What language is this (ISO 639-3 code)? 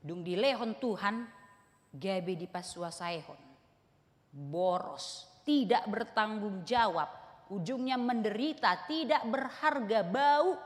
bbc